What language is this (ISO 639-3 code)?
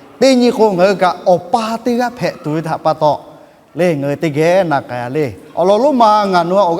lhu